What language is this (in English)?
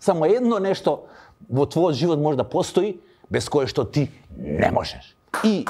Macedonian